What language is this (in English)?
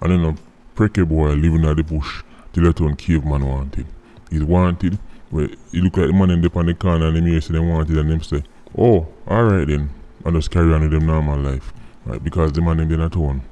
Jamaican Creole English